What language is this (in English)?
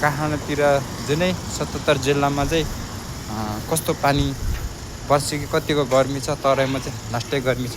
Nepali